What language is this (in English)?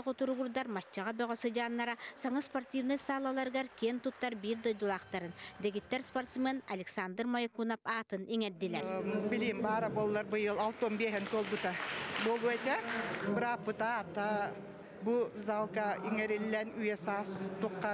Yakut